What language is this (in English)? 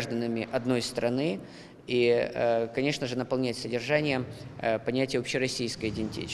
Crimean Tatar